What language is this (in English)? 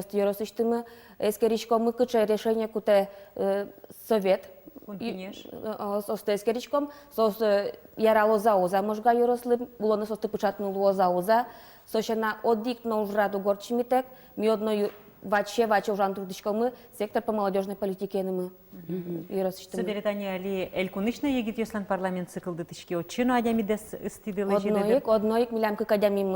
Udmurt